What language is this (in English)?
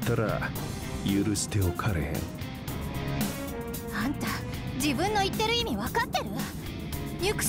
Japanese